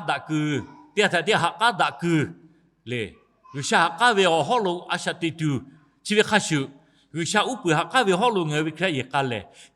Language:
Lahu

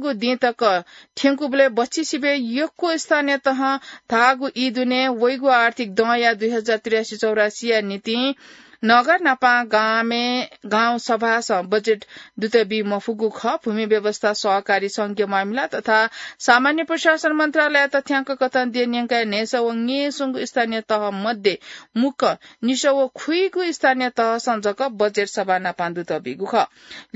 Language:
Newari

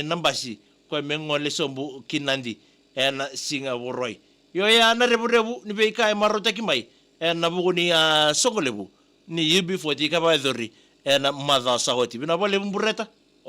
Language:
Fijian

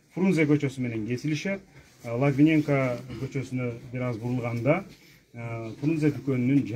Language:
Kyrgyz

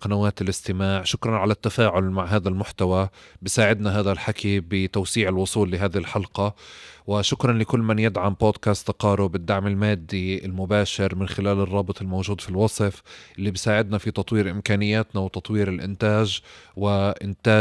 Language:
North Levantine Arabic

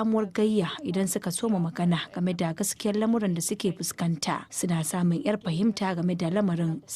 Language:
Hausa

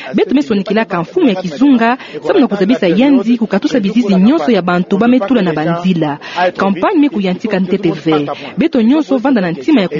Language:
Kituba (Democratic Republic of Congo)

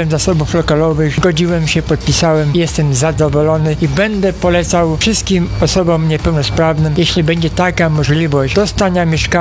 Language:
Polish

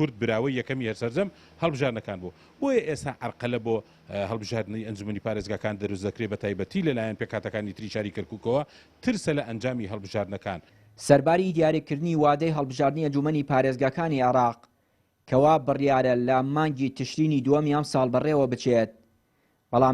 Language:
Central Kurdish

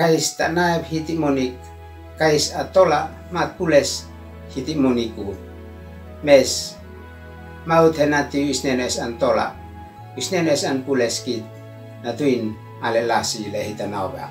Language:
Uab Meto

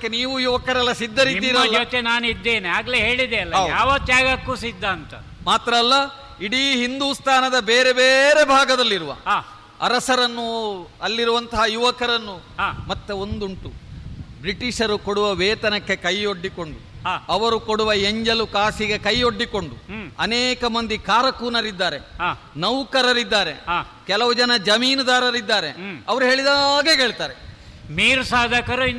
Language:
Kannada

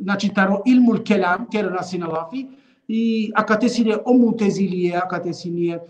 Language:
Balkan Romani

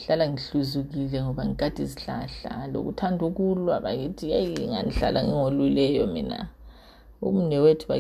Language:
North Ndebele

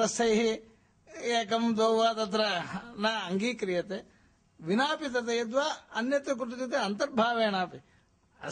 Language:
Sanskrit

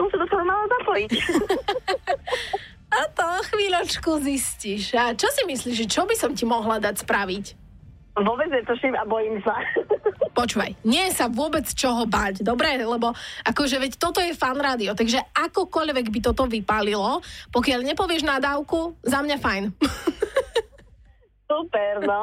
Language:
Slovak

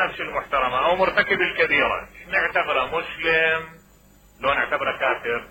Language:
Mesopotamian Arabic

